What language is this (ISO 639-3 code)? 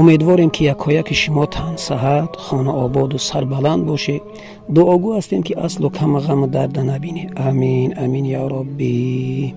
tgk